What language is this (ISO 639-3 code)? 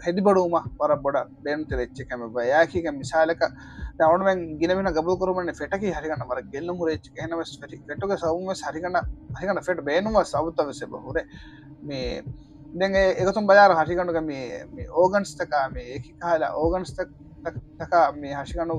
div